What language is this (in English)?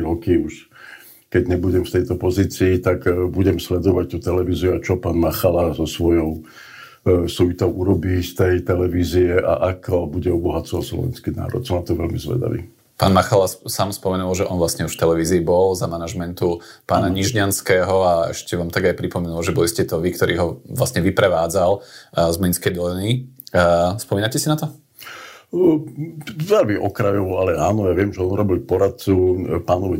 Slovak